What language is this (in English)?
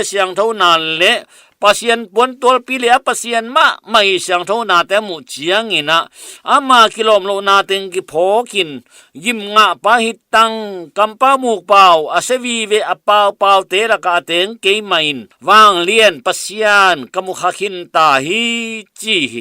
Tedim Chin